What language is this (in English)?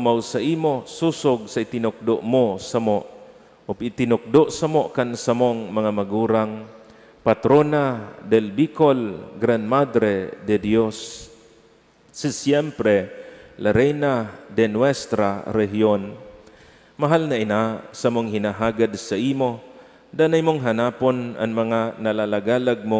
Bikol